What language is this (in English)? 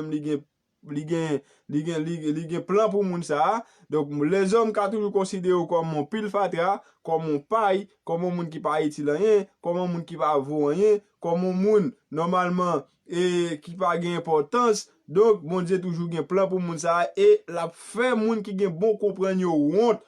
Haitian Creole